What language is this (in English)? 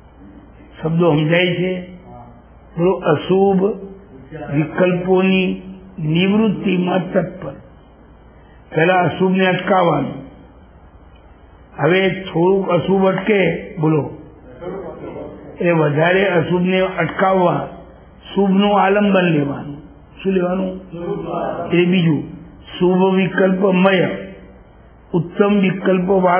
Gujarati